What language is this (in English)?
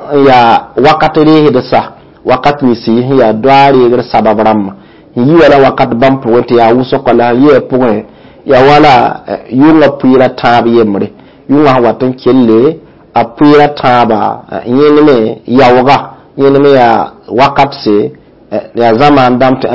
Mossi